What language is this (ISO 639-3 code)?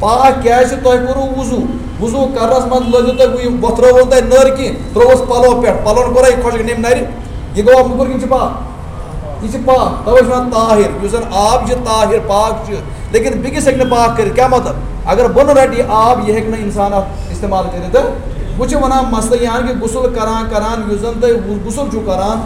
kas